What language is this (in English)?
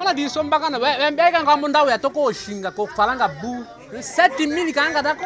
Tetela